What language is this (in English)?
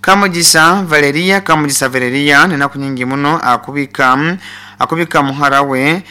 Nyoro